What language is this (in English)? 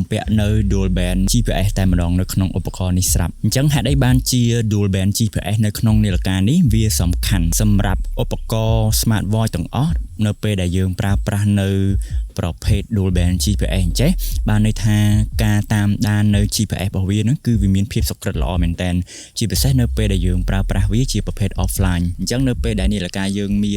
Khmer